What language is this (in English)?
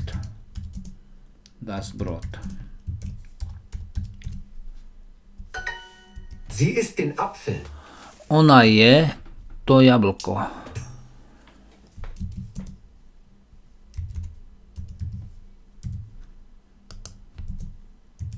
Slovak